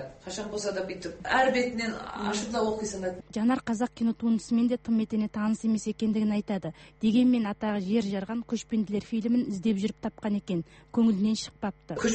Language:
Kazakh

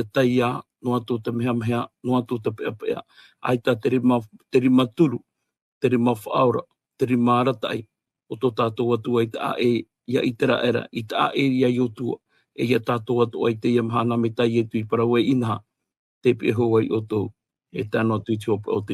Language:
Tahitian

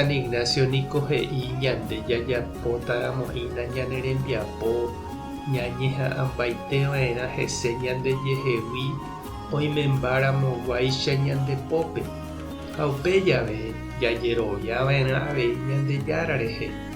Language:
Guarani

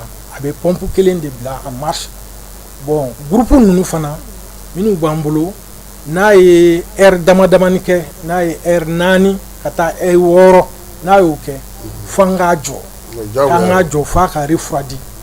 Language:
Bambara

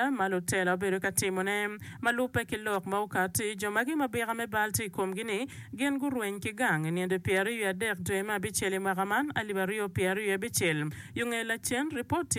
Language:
Acoli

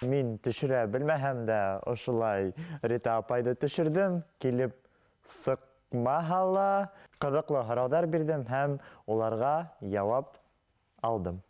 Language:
Bashkir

